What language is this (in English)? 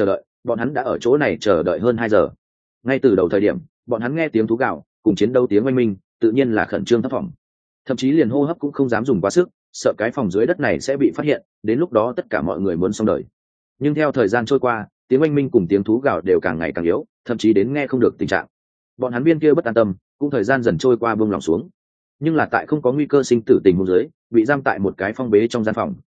Vietnamese